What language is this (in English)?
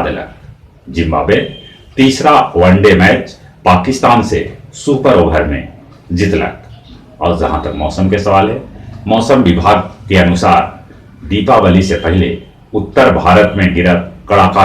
Magahi